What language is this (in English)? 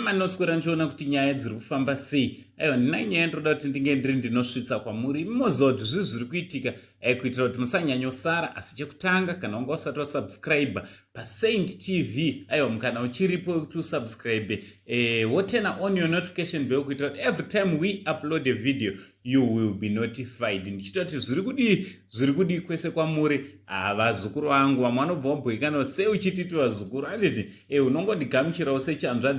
Shona